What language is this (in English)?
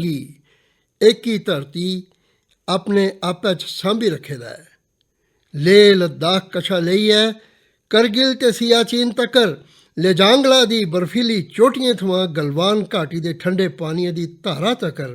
Dogri